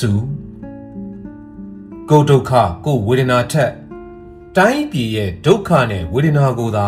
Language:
Burmese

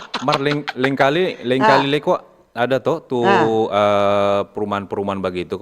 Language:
Manado Malay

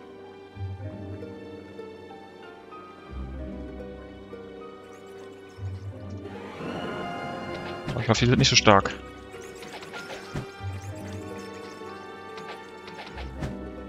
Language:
German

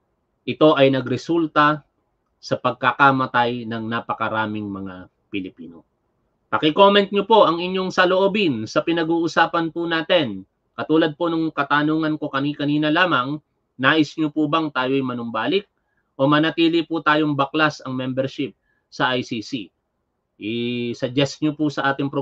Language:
Filipino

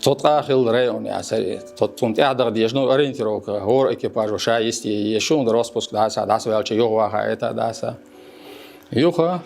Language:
Chechen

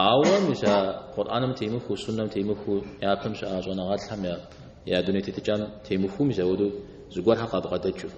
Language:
Kabardian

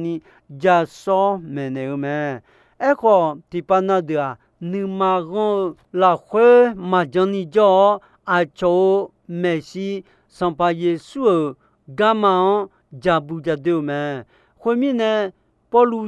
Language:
Akha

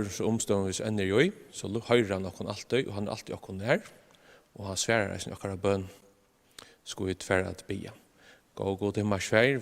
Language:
Faroese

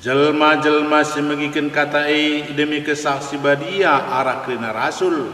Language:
Batak Karo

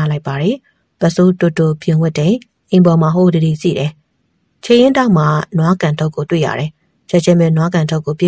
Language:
Burmese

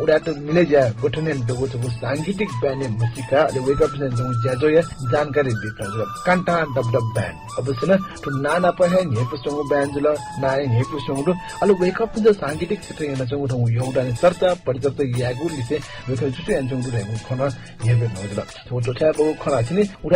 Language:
Newari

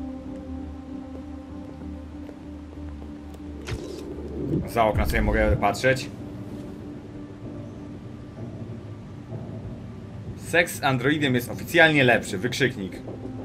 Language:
Polish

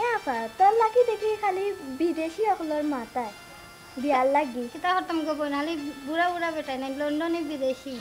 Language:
Sylheti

